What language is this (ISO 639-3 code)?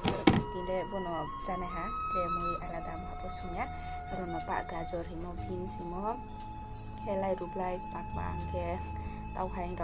ria